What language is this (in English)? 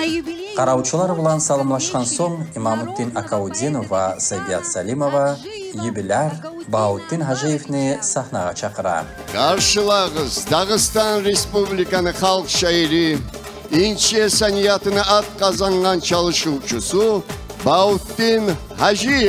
Kumyk